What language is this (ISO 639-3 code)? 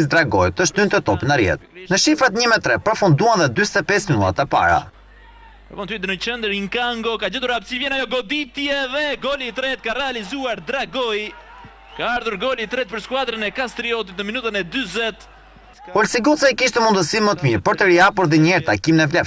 sqi